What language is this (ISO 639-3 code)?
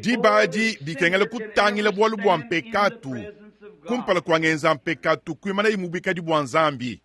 lua